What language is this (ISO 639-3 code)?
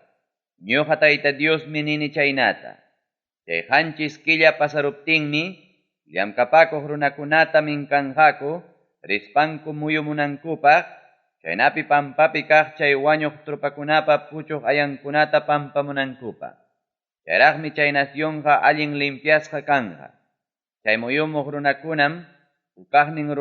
quy